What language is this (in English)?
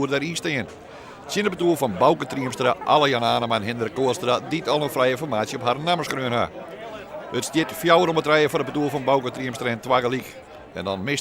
Western Frisian